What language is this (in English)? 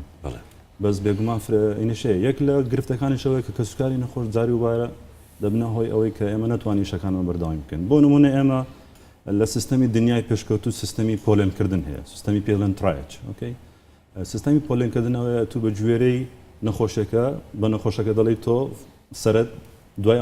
Central Kurdish